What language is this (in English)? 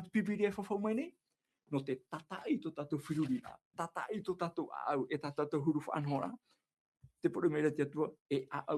Tahitian